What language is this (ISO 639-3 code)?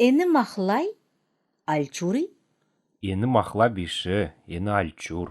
xal